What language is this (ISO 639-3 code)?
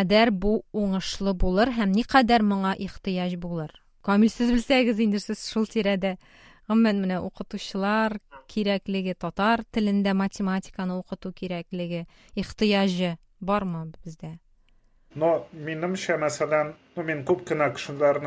tat